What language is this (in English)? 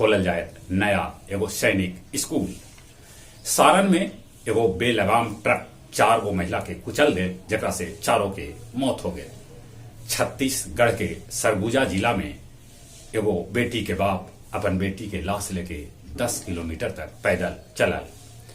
Magahi